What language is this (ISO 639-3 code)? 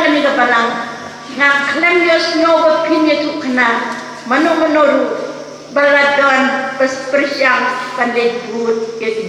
kha